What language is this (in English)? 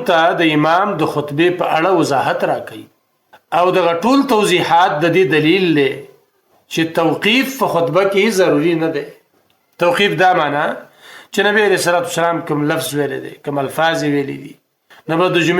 Pashto